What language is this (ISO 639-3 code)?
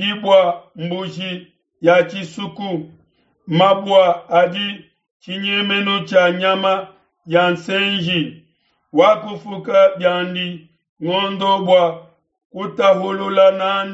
lua